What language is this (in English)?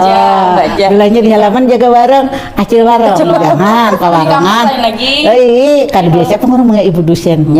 Banjar